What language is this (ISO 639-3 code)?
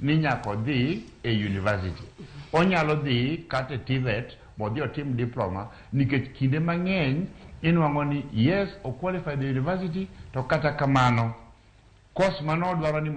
luo